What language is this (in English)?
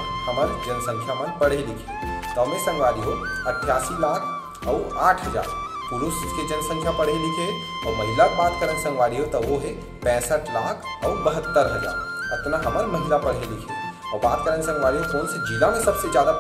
Chhattisgarhi